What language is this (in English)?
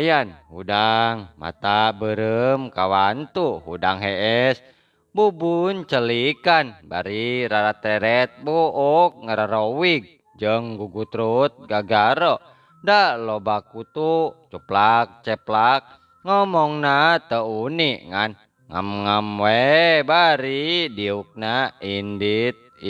Sundanese